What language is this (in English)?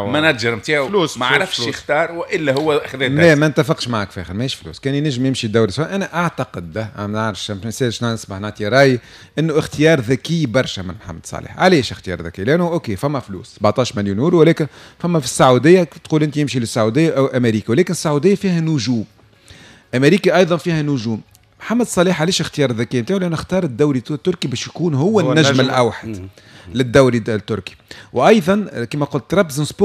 Tunisian Arabic